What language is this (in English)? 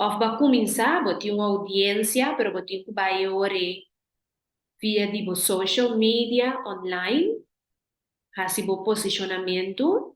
Papiamento